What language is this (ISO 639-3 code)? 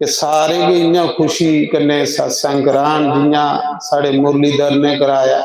doi